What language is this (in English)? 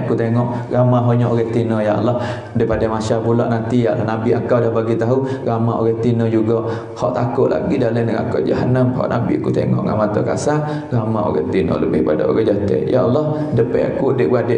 Malay